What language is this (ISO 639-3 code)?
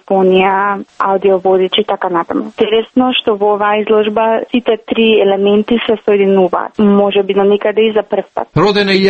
mkd